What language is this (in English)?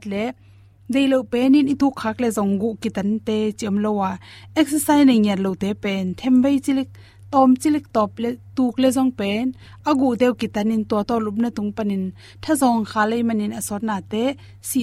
Tedim Chin